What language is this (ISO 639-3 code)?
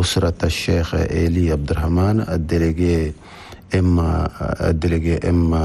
shu